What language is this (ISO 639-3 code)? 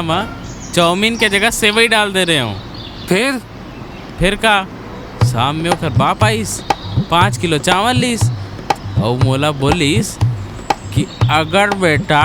hne